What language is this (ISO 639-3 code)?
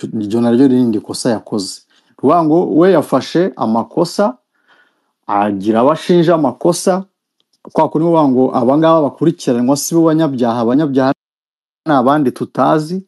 kin